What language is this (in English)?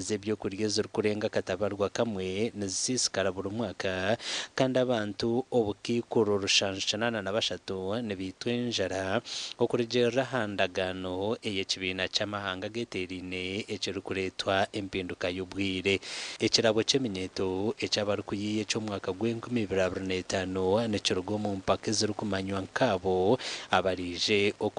Nyankole